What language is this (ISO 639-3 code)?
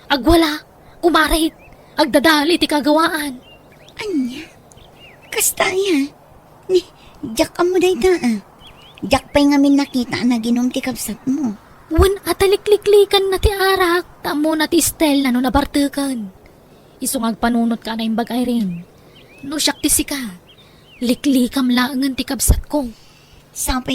ilo